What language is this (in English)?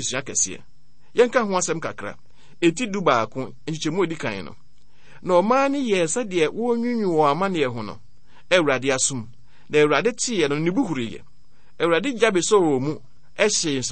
Akan